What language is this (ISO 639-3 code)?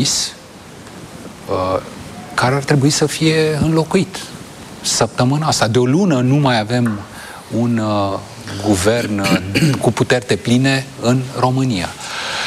ron